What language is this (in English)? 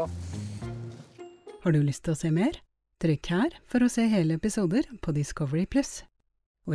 Norwegian